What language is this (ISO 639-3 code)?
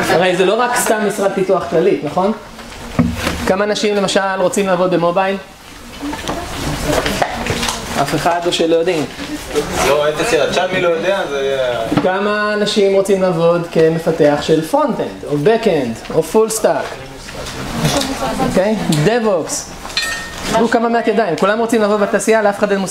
heb